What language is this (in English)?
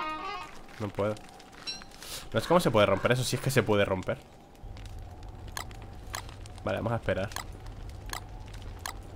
Spanish